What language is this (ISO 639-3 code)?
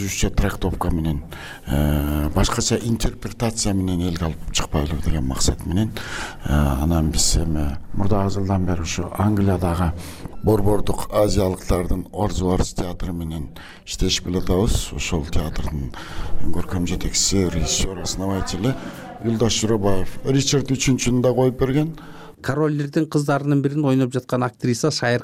kir